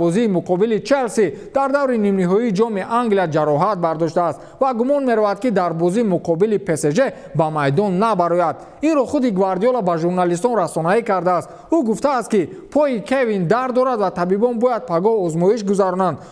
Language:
Tajik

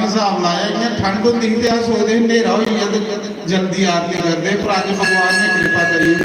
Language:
Dogri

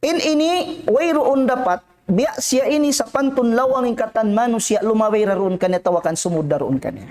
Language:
Tausug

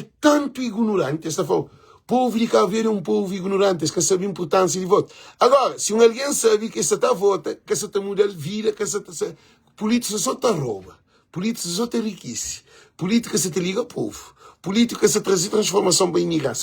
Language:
Kabuverdianu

